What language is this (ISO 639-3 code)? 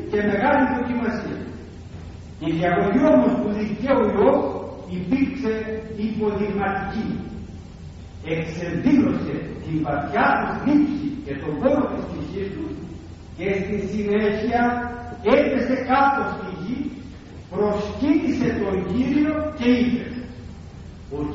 ell